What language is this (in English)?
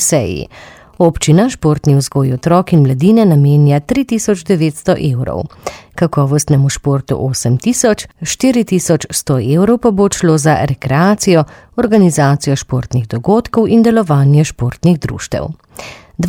Slovenian